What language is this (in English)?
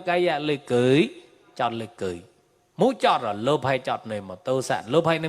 Mon